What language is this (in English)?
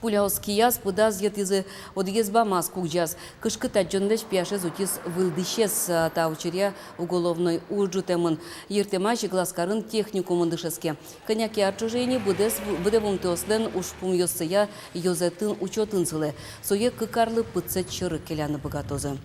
Udmurt